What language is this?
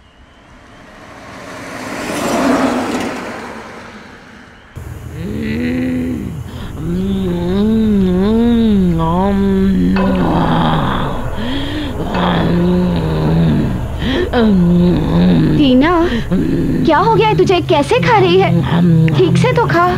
Hindi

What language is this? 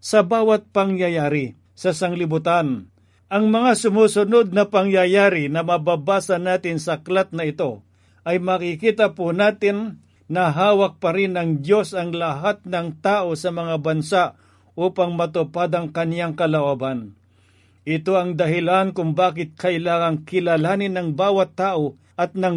Filipino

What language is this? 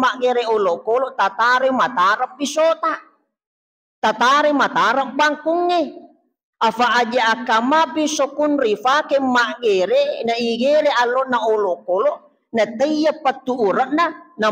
Buginese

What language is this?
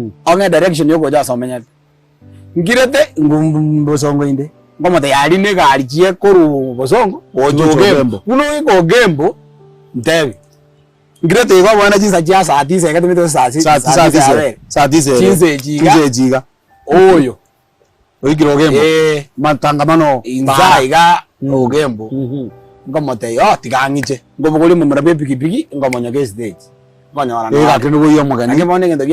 Gusii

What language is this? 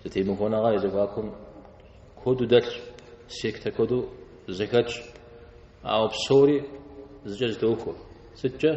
Kabardian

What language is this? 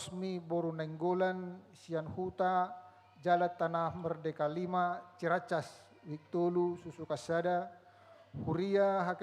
Batak Toba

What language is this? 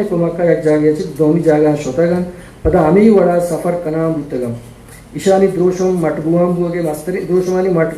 Eastern Balochi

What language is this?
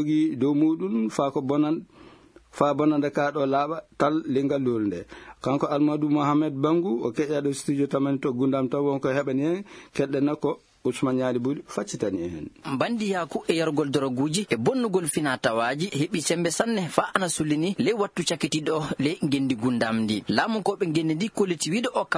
Fula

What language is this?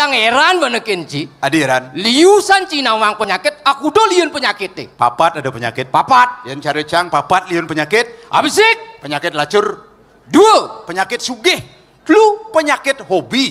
Balinese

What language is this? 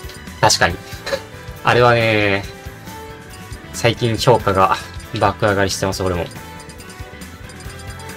Japanese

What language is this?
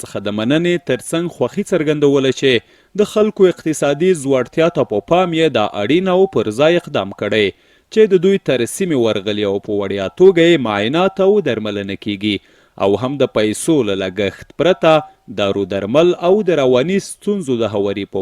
Pashto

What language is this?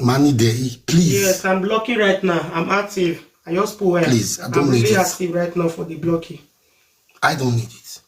Nigerian Pidgin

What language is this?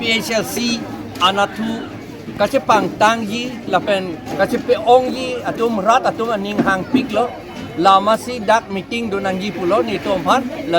Karbi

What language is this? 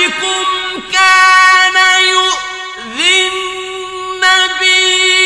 Arabic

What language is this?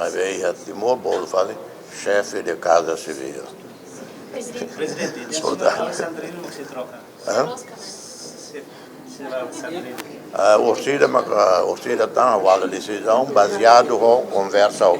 Tetum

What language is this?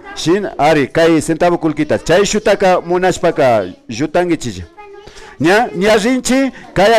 Imbabura Highland Quichua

